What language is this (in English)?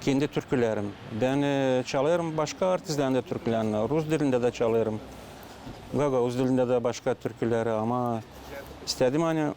Gagauz